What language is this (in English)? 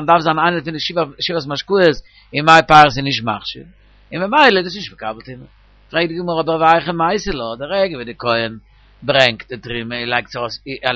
Yiddish